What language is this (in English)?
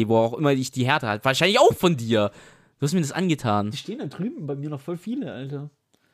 German